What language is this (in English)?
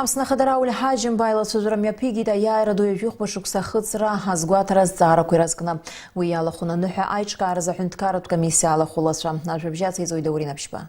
Abkhazian